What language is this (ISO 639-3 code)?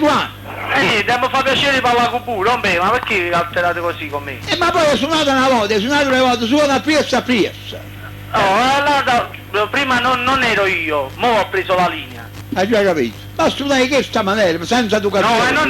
nap